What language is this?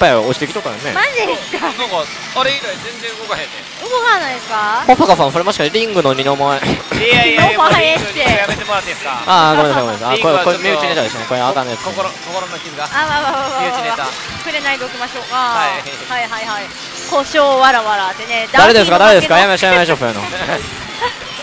Japanese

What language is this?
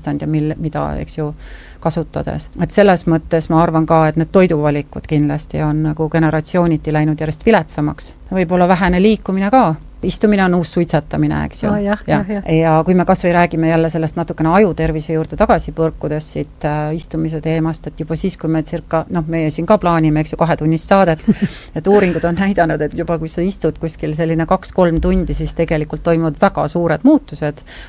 Estonian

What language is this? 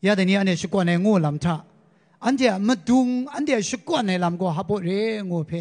Kachin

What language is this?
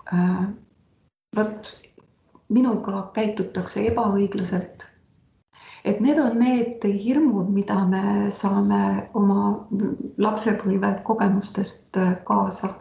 Estonian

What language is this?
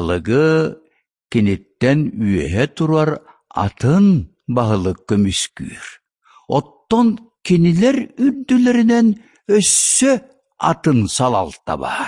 Yakut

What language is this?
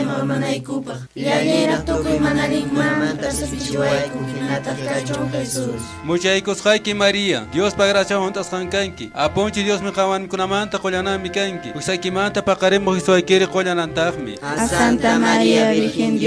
Quechua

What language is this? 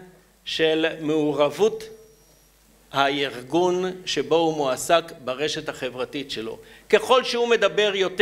Hebrew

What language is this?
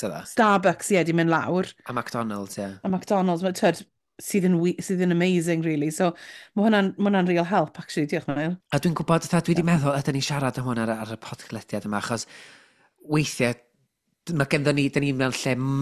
Welsh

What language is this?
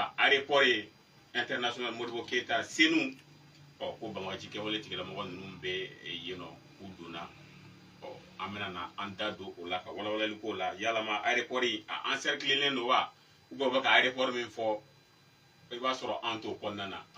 Bambara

